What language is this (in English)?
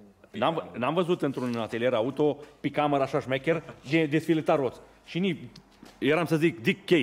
Romanian